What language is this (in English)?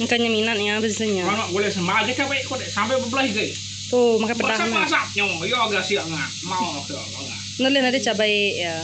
Iban